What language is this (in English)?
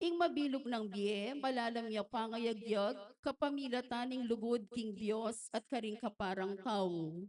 Pampanga